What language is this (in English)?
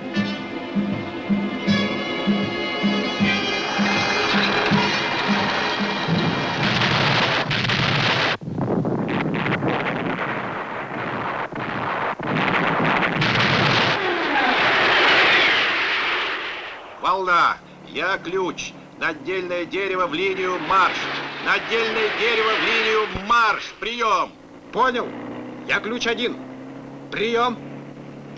Russian